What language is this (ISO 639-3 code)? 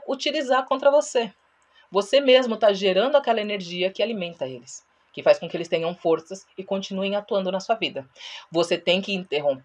por